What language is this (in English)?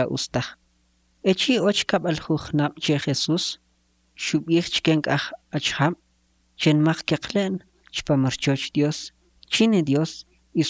Kʼicheʼ